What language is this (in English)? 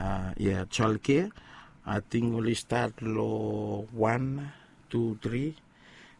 Bislama